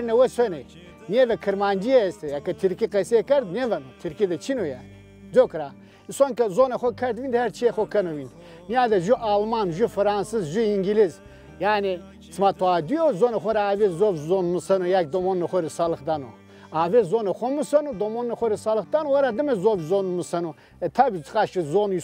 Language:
Zaza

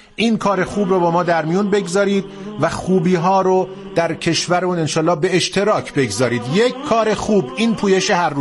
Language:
Persian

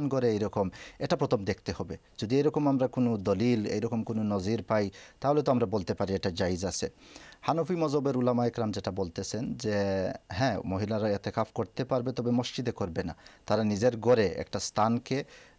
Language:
Bangla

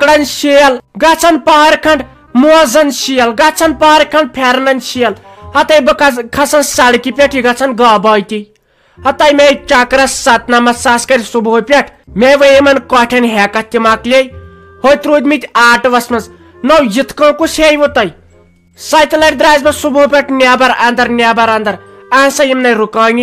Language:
Kashmiri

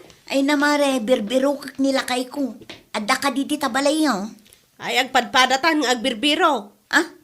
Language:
Iloko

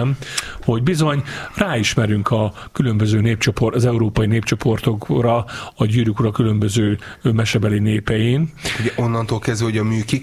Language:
Hungarian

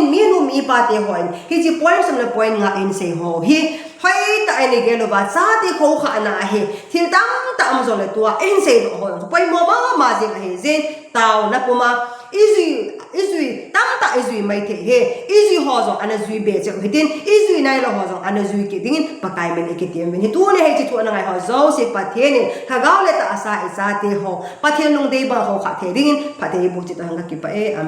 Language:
Thado Chin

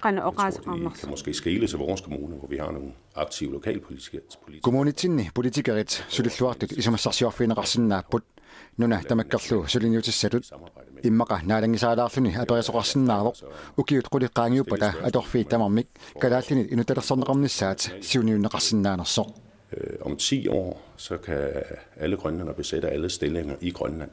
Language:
Kalaallisut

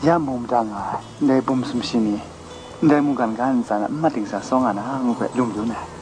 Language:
Kachin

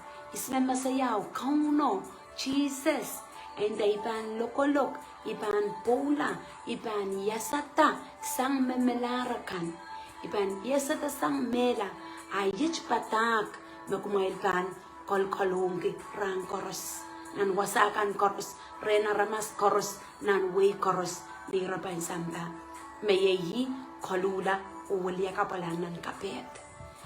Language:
Pohnpeian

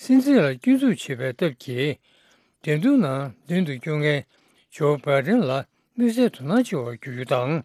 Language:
Tibetan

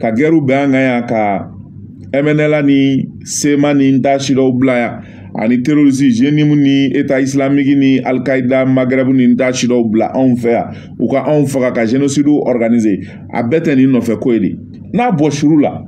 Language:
Bambara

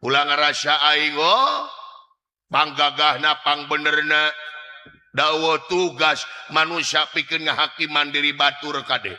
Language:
Sundanese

